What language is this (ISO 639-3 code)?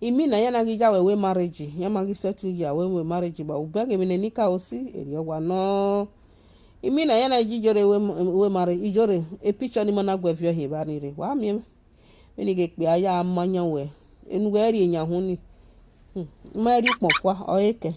pcm